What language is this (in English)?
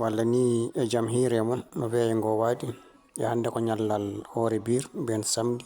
Fula